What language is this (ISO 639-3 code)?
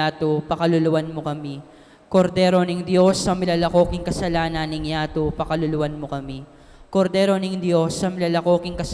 pam